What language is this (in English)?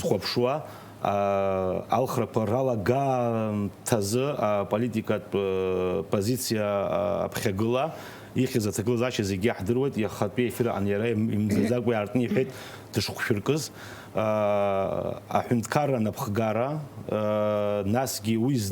Abkhazian